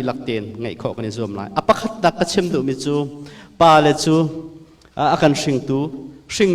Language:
Hakha Chin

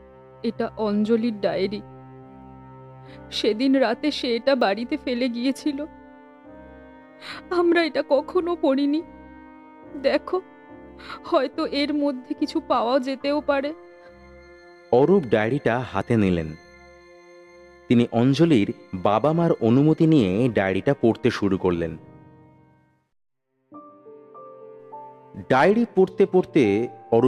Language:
Bangla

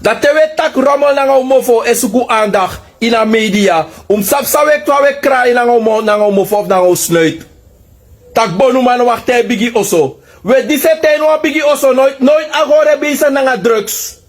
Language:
Sranan Tongo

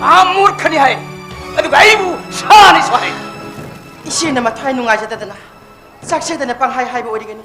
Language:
Manipuri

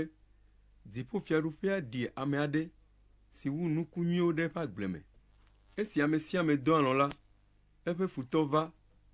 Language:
Ewe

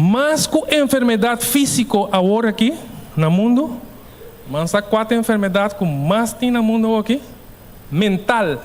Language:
Papiamento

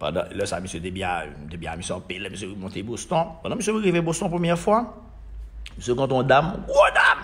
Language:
Haitian Creole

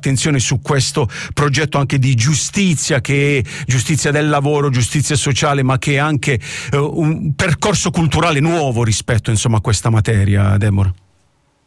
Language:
Italian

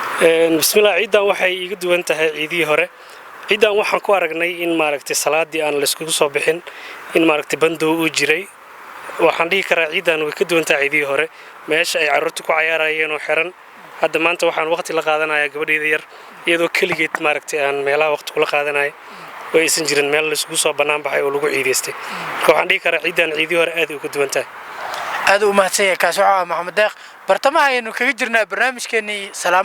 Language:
Somali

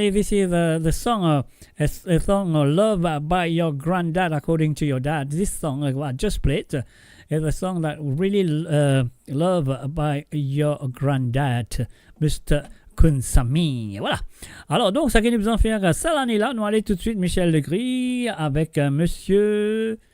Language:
Morisyen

